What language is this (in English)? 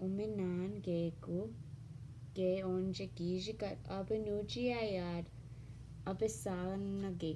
Ojibwa